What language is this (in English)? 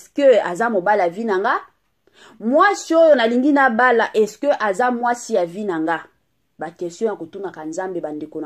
Lingala